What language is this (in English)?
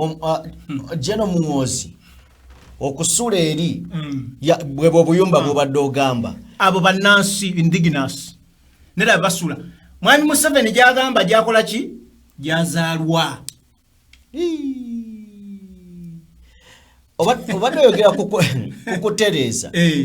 Ganda